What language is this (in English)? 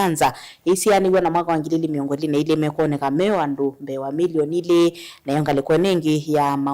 Kamba